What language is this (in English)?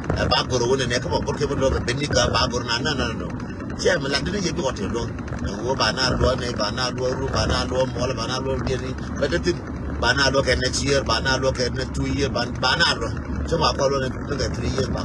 Nuer